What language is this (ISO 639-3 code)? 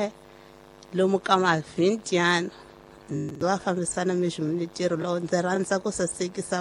tso